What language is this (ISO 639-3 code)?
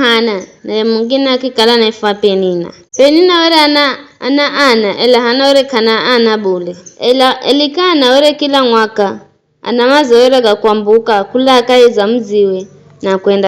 nyf